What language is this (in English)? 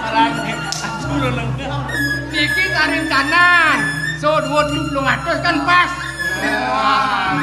Balinese